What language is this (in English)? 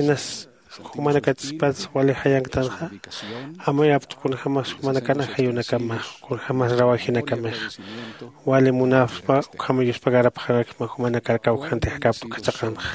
Aymara